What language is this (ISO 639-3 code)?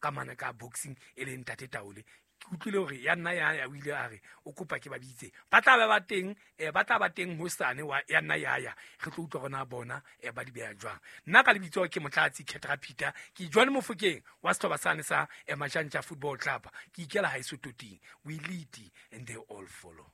sot